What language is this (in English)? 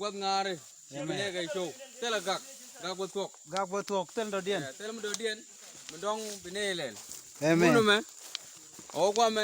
Nuer